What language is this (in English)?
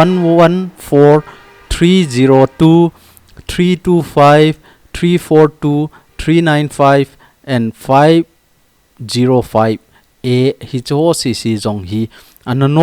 Thado Chin